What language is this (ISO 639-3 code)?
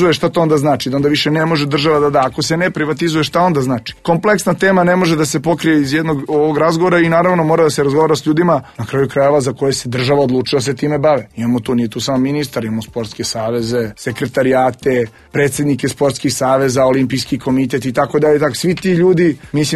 srp